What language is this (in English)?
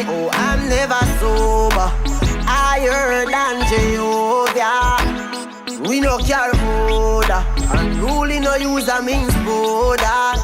Jamaican Creole English